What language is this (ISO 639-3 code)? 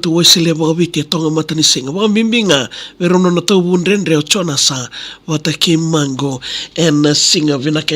fij